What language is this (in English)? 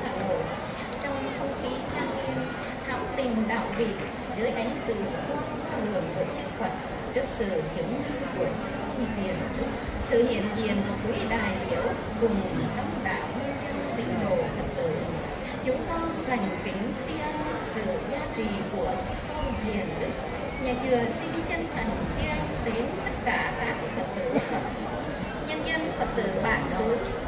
Vietnamese